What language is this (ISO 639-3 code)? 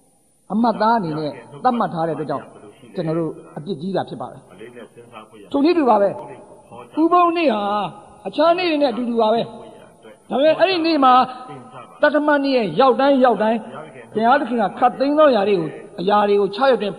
mya